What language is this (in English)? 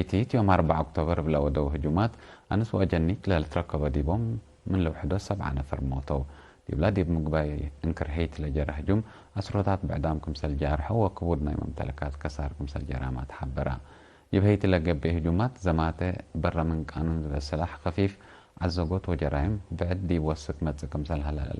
Tigre